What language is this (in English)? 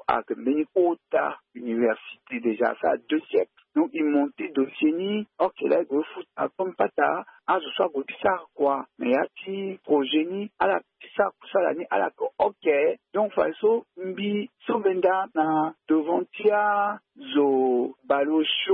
French